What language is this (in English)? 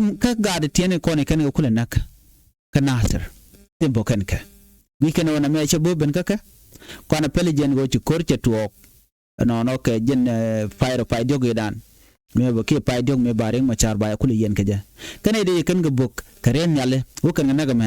Nuer